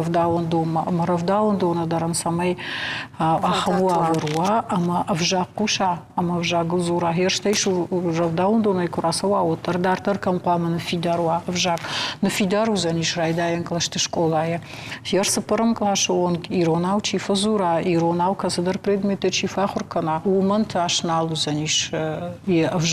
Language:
Ossetic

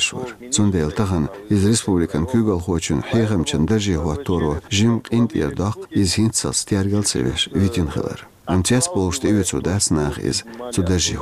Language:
Chechen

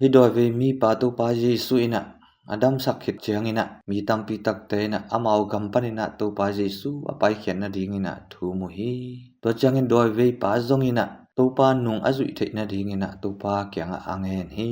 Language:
Tedim Chin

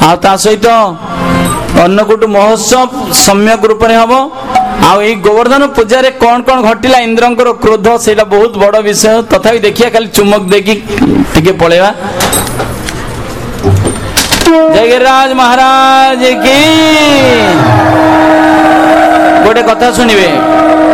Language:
Odia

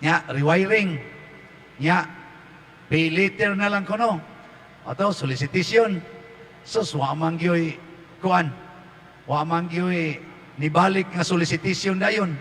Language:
Cebuano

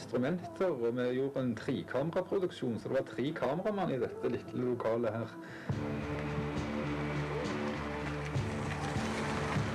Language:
Norwegian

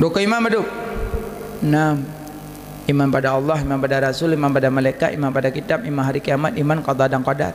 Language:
Achinese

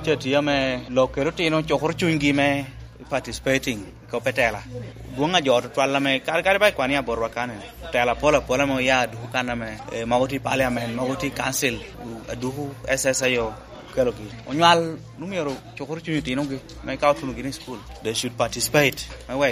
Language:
Lango (Uganda)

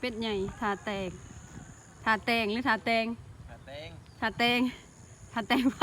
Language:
Lao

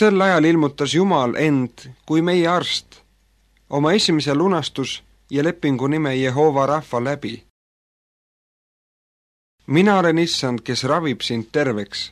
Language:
Estonian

